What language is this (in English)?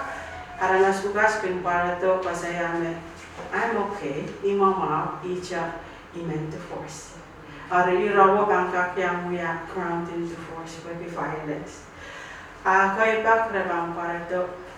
Pohnpeian